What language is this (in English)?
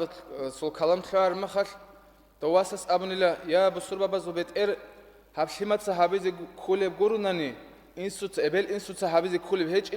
Avaric